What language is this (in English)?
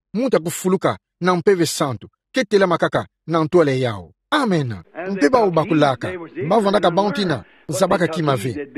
Kituba (Democratic Republic of Congo)